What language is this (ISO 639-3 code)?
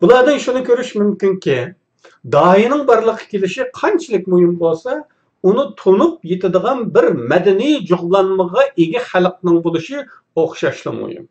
uig